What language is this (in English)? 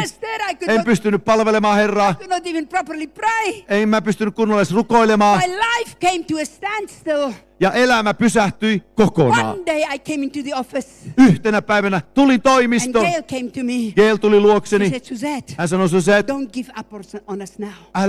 Finnish